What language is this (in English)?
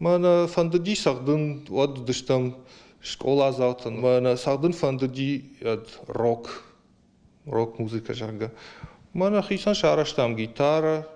Ossetic